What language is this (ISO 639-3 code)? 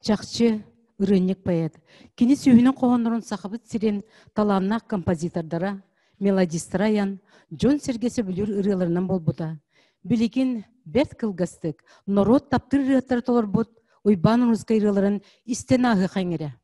sah